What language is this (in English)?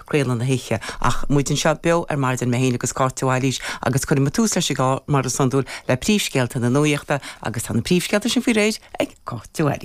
Irish